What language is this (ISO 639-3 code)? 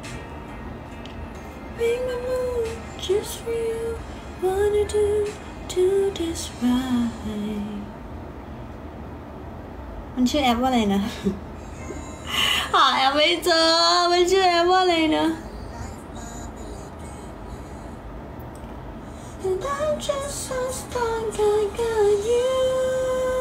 tha